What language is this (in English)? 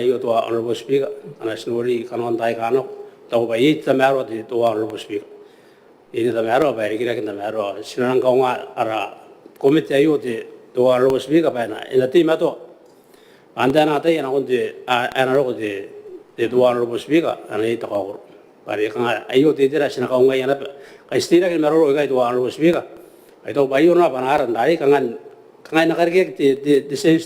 Gilbertese